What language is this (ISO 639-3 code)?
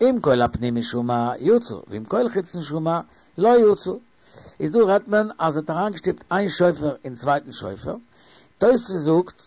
yid